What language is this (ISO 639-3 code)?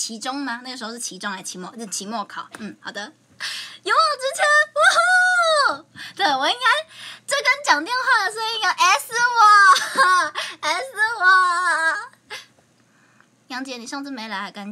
zho